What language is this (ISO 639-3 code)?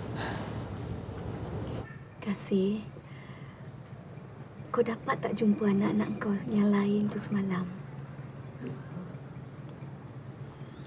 msa